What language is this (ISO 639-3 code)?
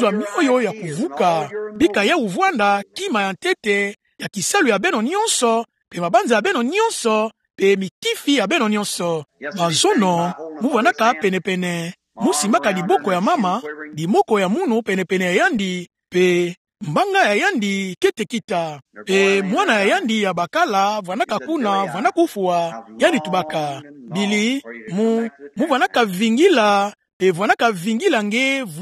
ktu